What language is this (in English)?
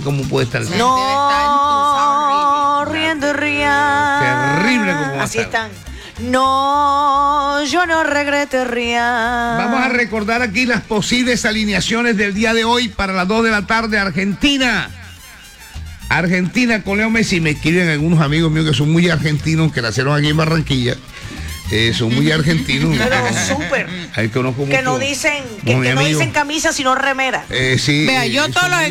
Spanish